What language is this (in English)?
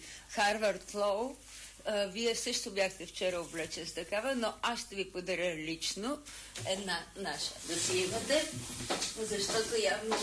Bulgarian